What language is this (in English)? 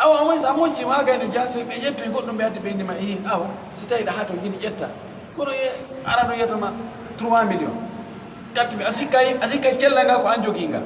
Pular